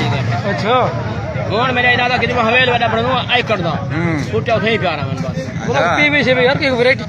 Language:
Saraiki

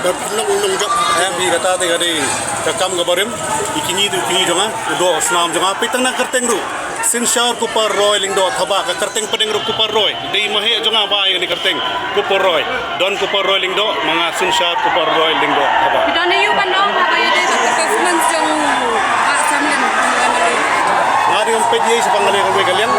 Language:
Khasi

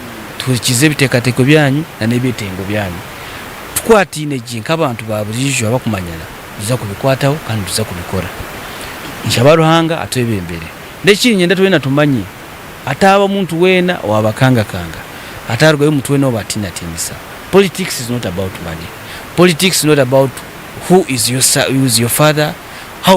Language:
Nyankole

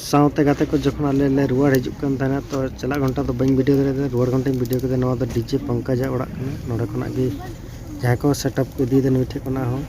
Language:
Santali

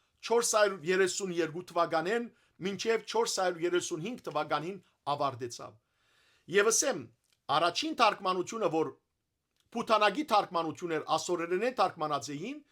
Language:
Western Armenian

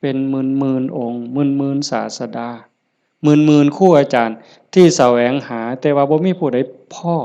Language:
Northeastern Thai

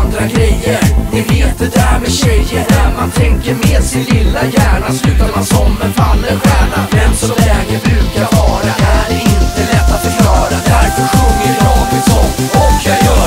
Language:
Swedish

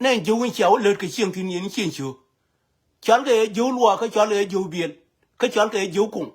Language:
Nuer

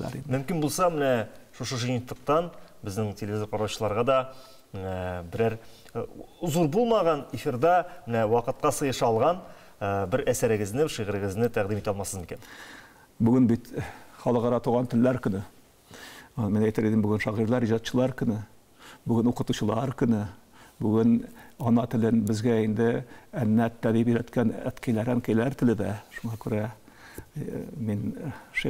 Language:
Tatar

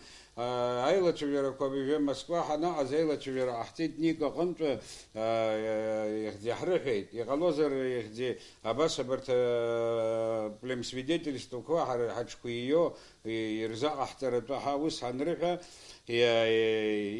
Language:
Abkhazian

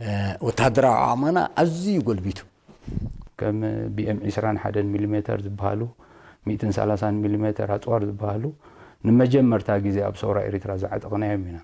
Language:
Tigrinya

